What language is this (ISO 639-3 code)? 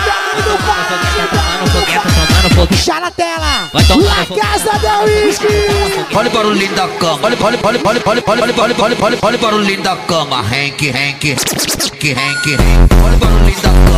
por